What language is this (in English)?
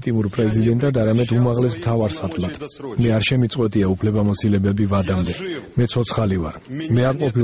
Georgian